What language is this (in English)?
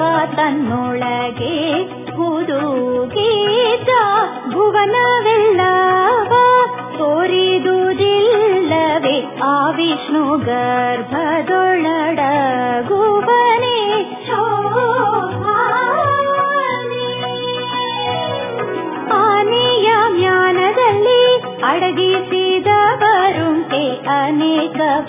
Kannada